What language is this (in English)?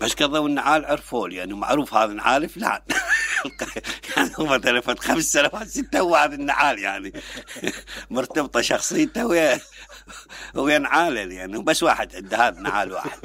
Mesopotamian Arabic